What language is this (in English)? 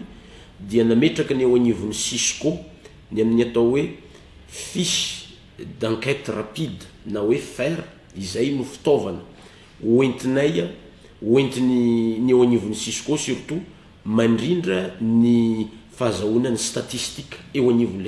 Malagasy